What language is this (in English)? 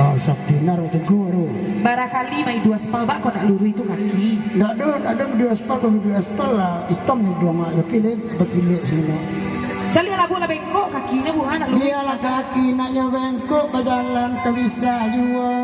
Minangkabau